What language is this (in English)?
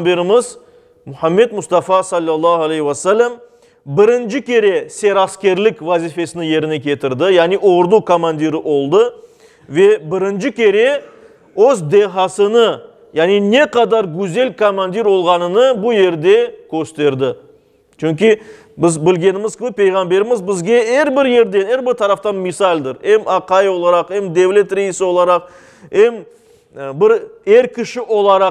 Crimean Tatar